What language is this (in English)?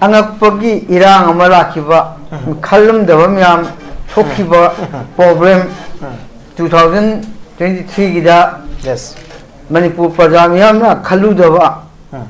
Manipuri